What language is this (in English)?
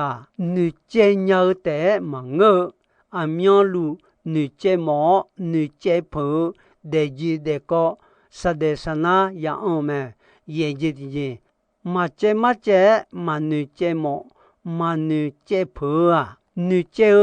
Akha